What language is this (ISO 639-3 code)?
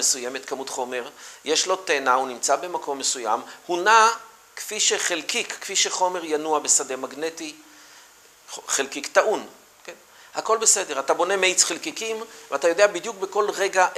heb